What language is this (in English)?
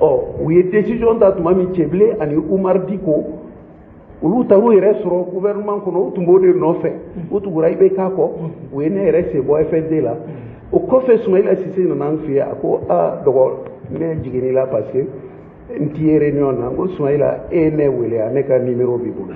Bambara